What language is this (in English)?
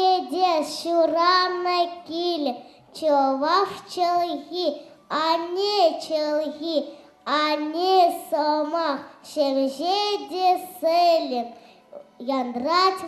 Chuvash